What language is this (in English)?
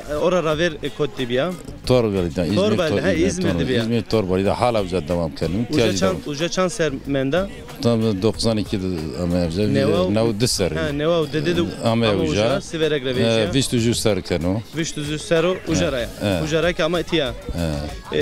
Zaza